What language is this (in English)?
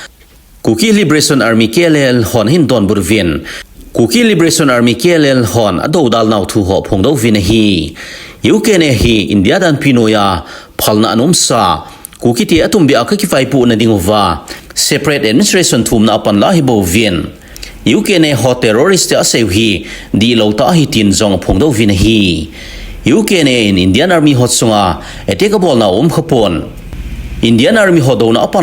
Thado Chin